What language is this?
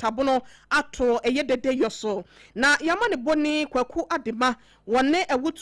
Akan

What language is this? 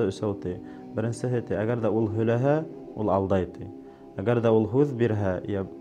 Bashkir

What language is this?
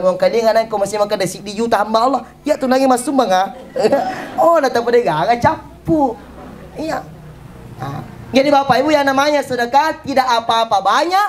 Buginese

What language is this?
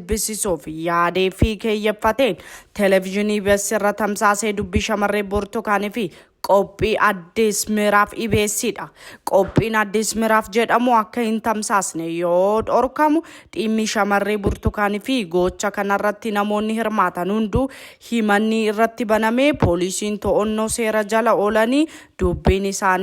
Oromo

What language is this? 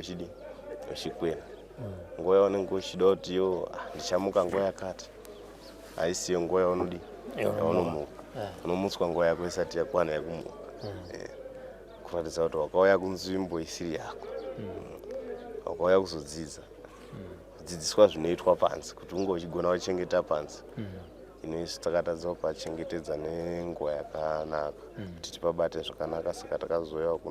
Shona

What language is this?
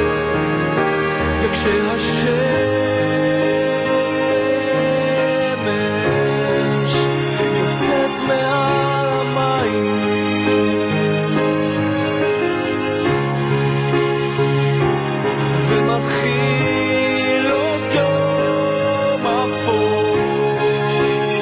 Hebrew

